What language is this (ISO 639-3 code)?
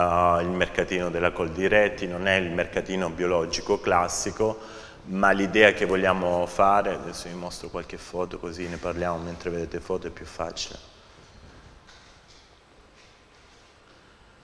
ita